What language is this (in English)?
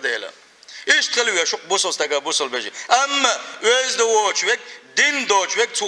Chechen